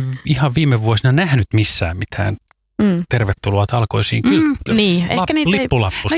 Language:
Finnish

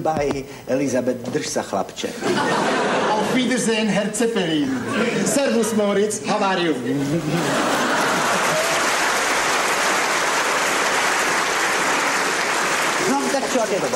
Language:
Slovak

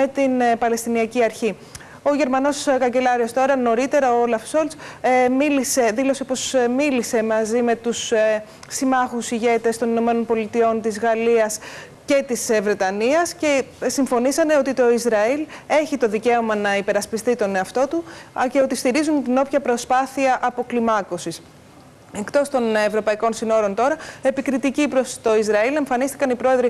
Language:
Greek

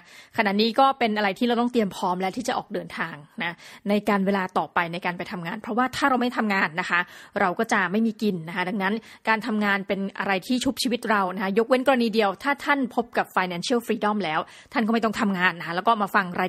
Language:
Thai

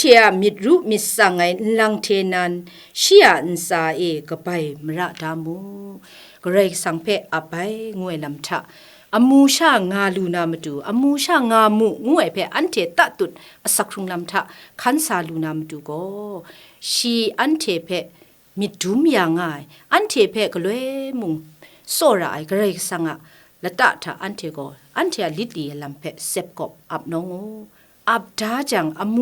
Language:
Kachin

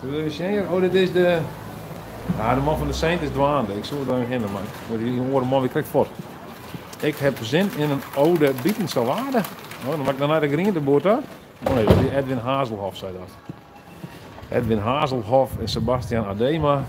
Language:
Western Frisian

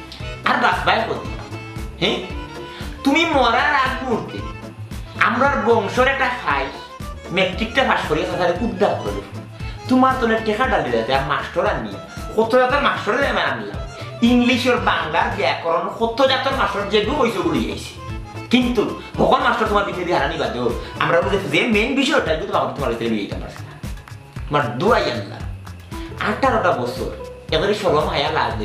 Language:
Sylheti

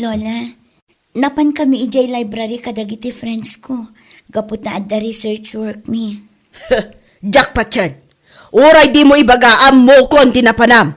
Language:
Iloko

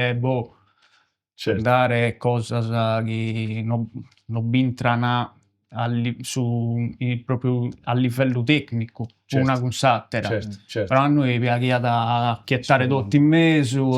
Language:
Sardinian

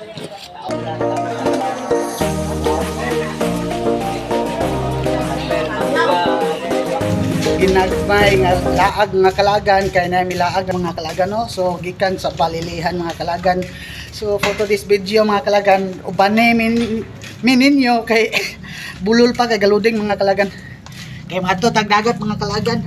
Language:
Cebuano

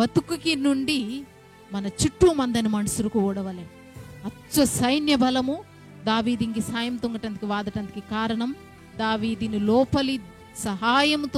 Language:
Koya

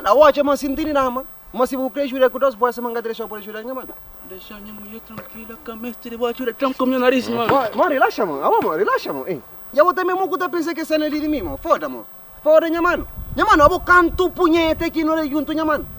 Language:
Kabuverdianu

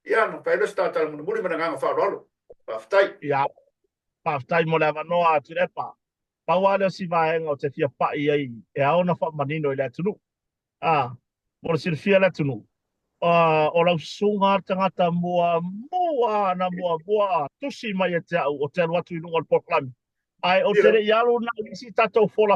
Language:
Samoan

